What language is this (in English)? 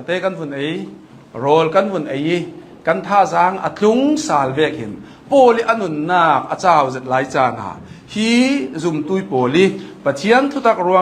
Hakha Chin